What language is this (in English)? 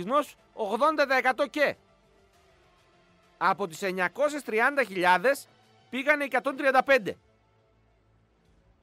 Greek